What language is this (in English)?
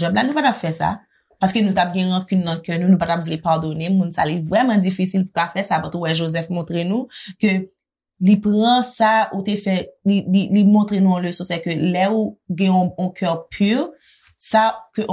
Haitian Creole